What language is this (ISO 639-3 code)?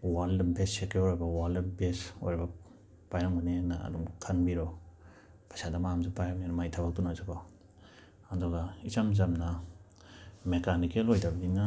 mni